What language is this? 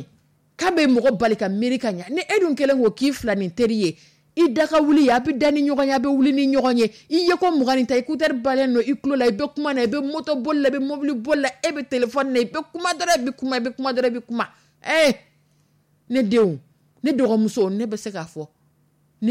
Dyula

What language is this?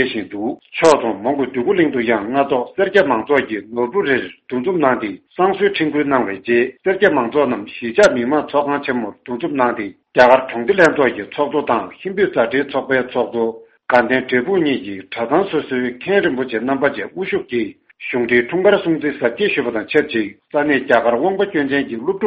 Tibetan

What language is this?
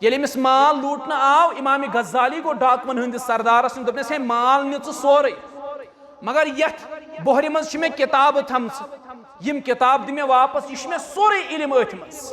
Kashmiri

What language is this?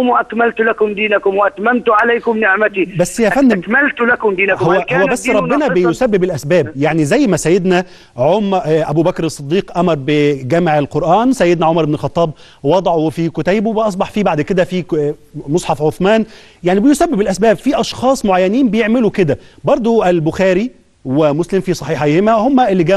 Egyptian Arabic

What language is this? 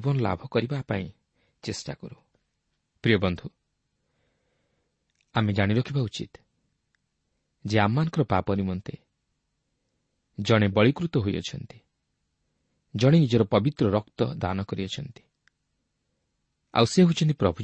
Odia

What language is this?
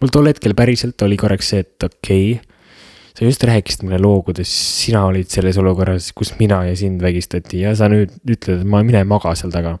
Estonian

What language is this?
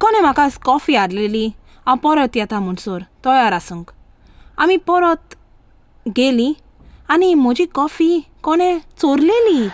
Konkani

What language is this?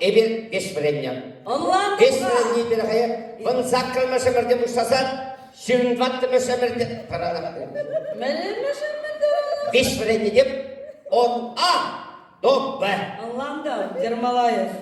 Chuvash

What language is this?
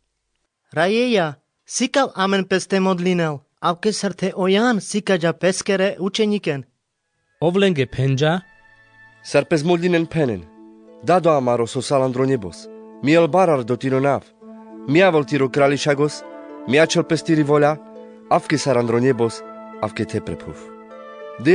Carpathian Romani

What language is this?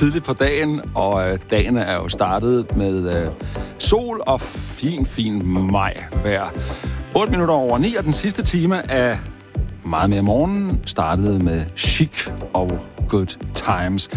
Danish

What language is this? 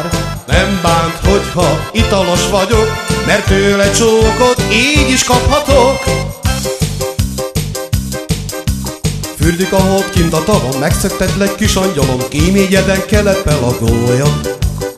Hungarian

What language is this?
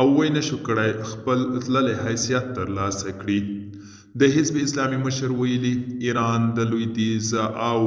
Pashto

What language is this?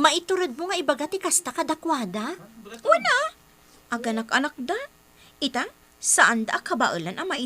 Iloko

